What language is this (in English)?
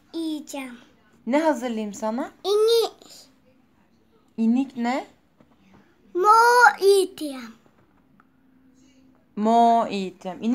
Turkish